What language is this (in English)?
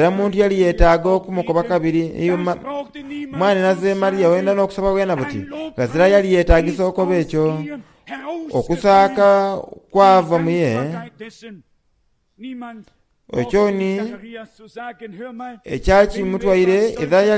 Soga